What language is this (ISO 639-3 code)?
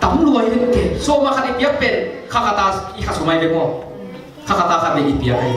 ctd